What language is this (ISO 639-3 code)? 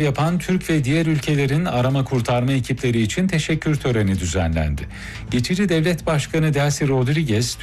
tur